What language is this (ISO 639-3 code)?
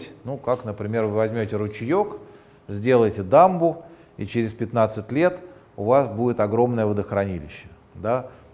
rus